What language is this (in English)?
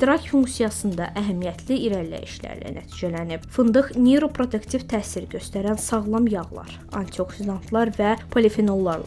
Azerbaijani